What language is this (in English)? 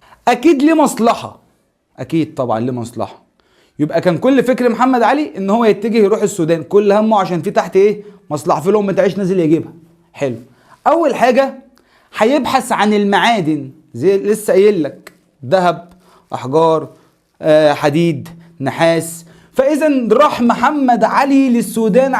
Egyptian Arabic